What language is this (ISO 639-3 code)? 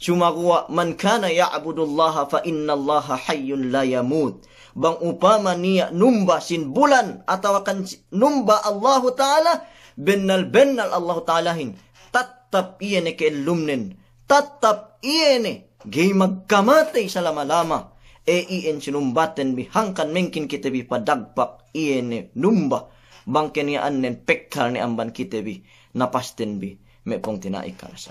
yka